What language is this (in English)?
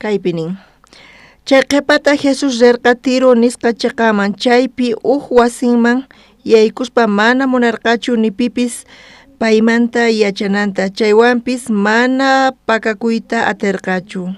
South Bolivian Quechua